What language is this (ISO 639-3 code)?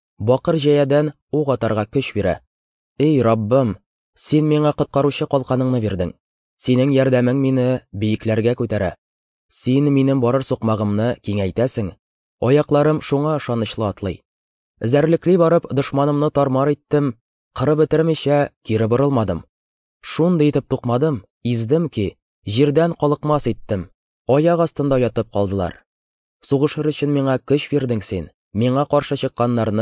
tat